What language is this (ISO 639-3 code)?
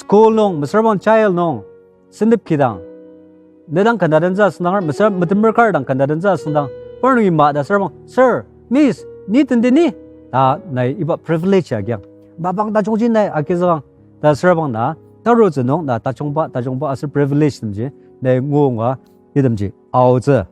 njo